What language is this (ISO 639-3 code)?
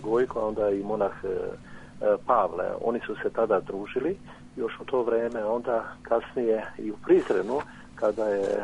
srp